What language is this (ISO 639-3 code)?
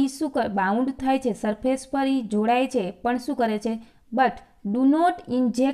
guj